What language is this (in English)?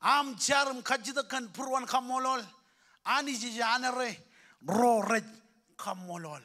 Marshallese